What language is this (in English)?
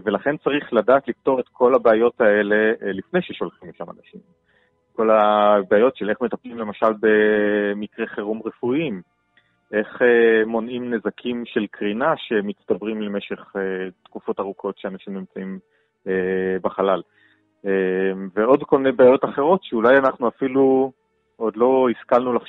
Hebrew